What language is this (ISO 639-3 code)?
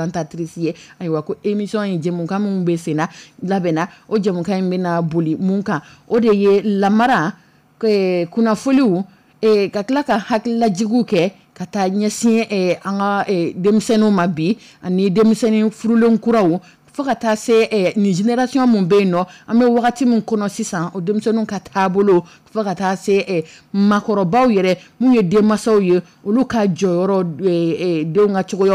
dyu